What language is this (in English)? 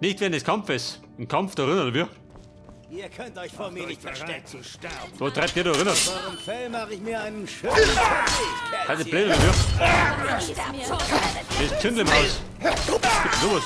Bavarian